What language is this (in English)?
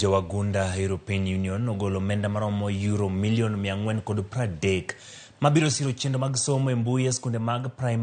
Luo (Kenya and Tanzania)